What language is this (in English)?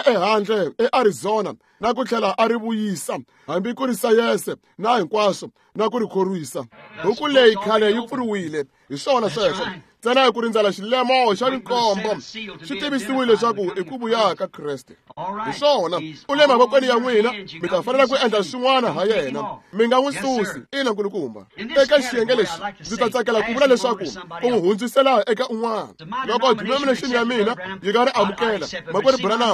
Tsonga